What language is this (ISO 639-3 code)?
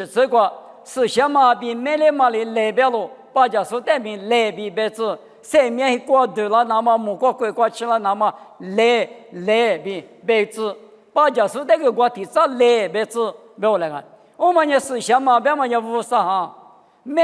lis